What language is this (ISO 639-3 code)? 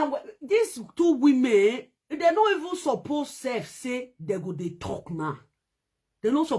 pcm